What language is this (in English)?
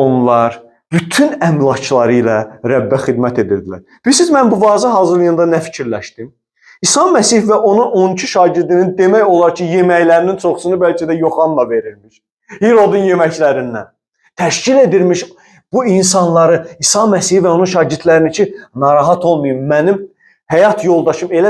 Azerbaijani